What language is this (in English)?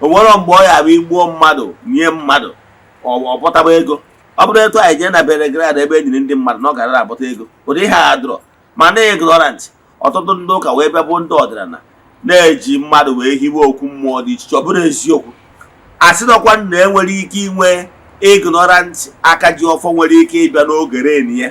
Igbo